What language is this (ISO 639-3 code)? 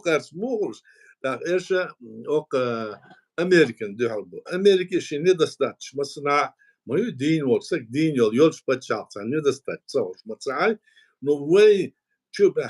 che